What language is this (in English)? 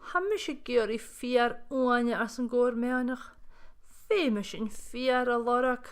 Scottish Gaelic